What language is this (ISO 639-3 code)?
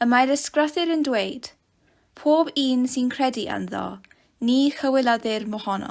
cym